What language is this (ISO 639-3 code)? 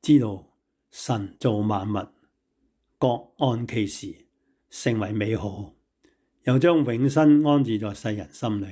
yue